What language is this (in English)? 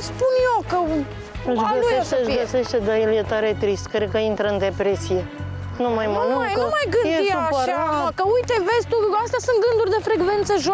Romanian